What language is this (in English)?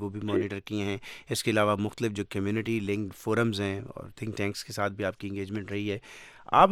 Urdu